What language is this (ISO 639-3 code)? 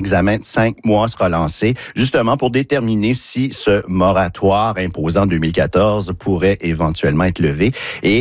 fra